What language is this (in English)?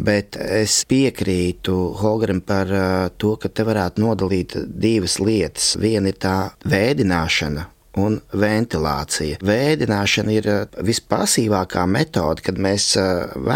Latvian